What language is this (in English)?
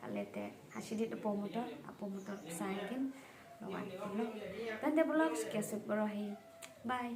Khasi